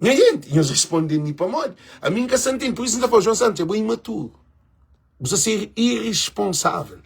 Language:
Kabuverdianu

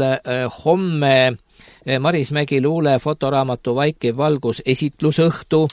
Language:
Estonian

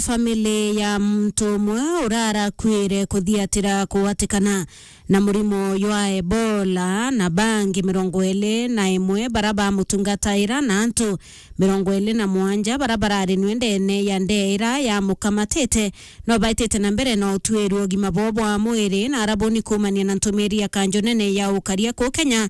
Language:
Meru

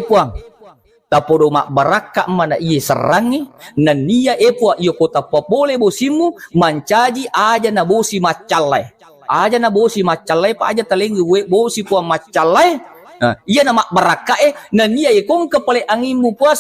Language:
Buginese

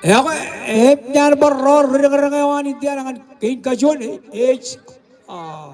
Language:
Marshallese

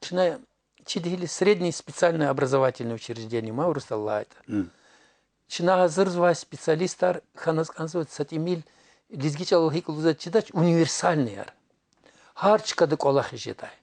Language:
Lezghian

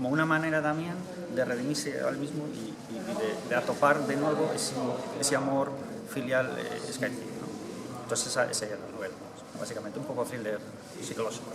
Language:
Asturian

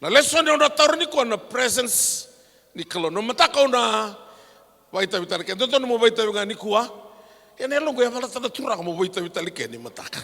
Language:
Fijian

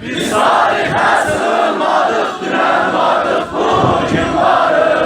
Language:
South Azerbaijani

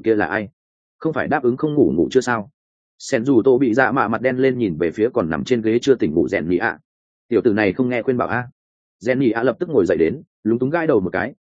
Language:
Vietnamese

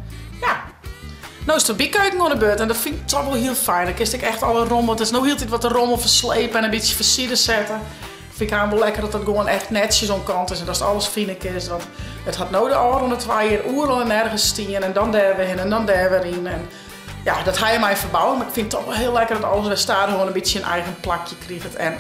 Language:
Western Frisian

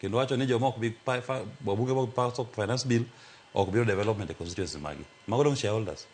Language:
Luo (Kenya and Tanzania)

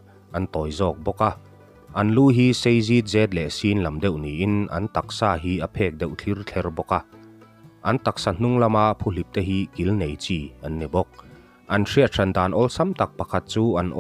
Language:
Mizo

